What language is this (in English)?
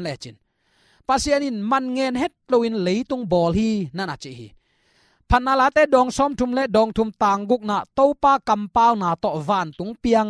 Tedim Chin